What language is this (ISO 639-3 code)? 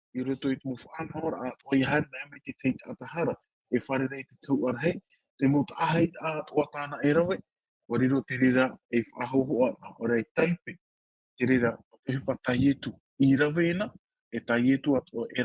tah